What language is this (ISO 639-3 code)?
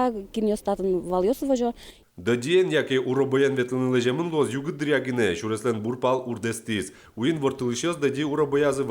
udm